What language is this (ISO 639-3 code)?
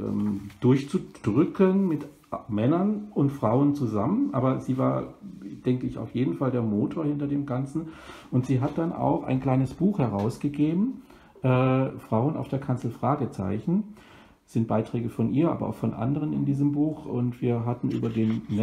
deu